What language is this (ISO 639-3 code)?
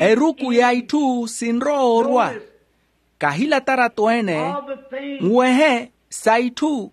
vmw